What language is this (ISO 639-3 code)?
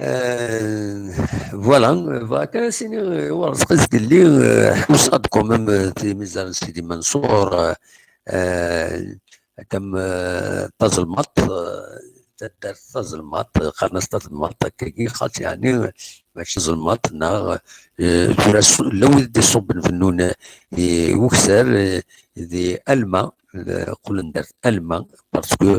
kab